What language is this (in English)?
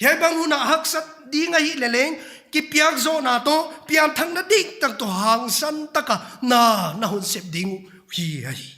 Paite Chin